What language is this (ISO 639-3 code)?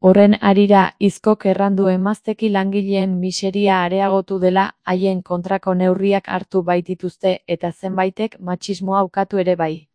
eus